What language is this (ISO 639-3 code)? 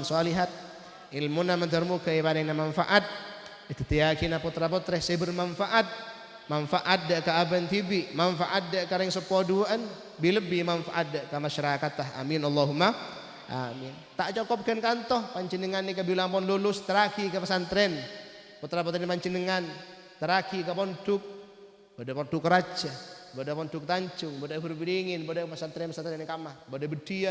mad